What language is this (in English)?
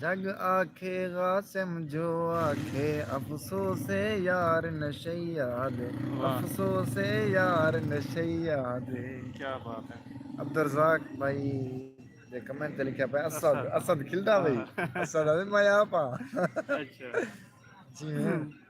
Saraiki